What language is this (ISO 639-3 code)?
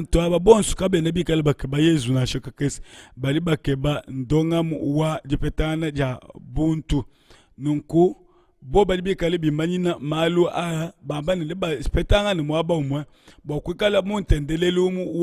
lua